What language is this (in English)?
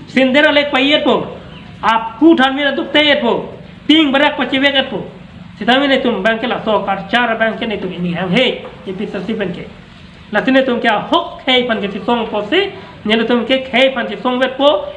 Karbi